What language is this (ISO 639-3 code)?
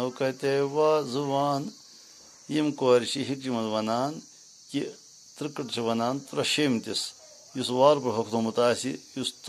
kas